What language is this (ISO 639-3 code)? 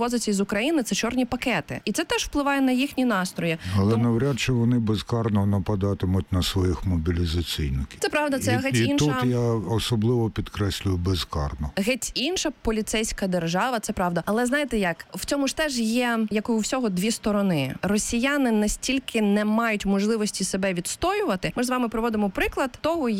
ukr